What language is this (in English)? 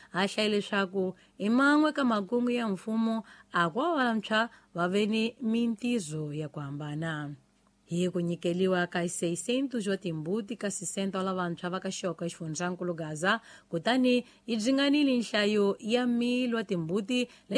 Tsonga